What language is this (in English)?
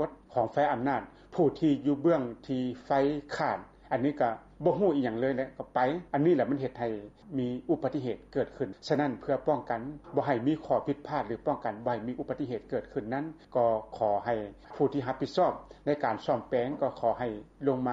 Lao